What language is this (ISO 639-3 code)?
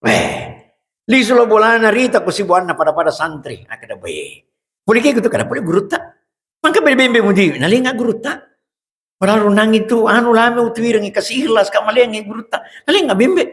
bug